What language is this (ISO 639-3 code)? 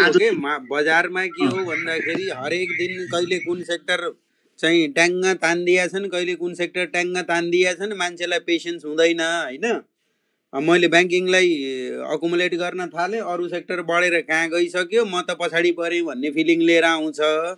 nep